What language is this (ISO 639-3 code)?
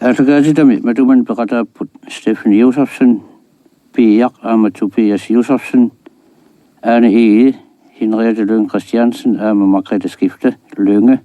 kal